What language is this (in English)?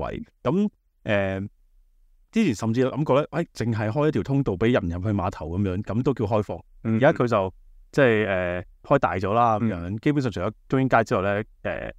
Cantonese